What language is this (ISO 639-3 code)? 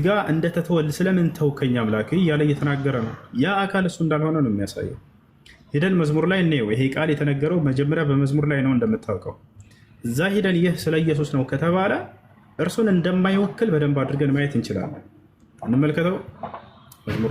amh